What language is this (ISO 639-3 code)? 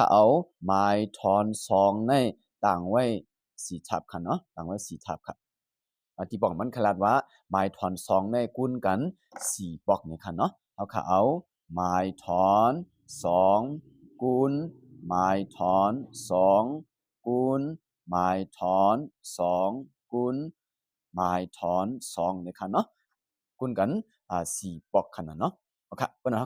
shn